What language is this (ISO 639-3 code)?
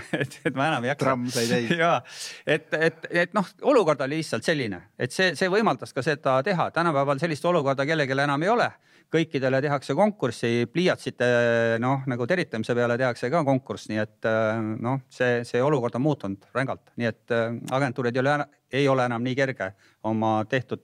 est